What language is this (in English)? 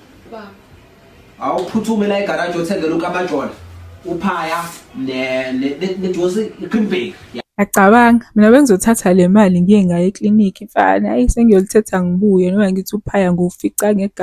Zulu